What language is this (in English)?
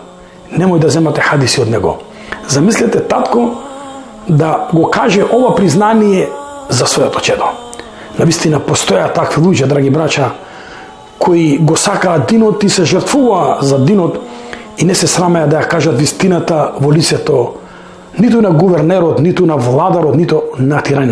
Macedonian